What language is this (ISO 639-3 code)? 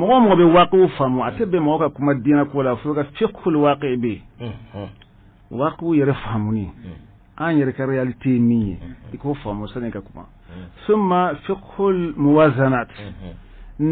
bam